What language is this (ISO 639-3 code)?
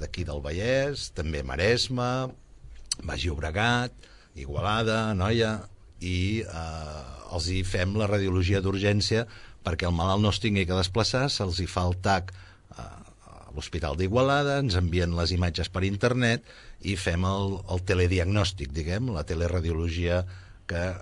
cat